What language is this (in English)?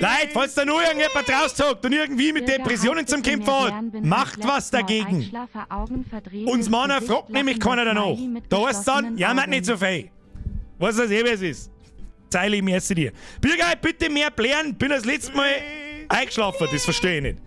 Bavarian